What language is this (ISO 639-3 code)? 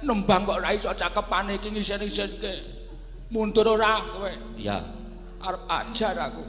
jav